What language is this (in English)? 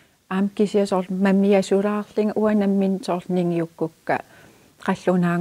Kalaallisut